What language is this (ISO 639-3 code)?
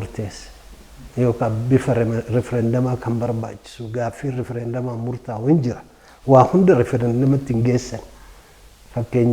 orm